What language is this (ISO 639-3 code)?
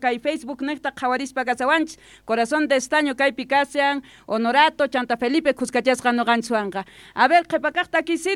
que